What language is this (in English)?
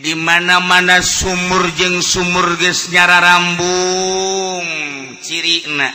Sundanese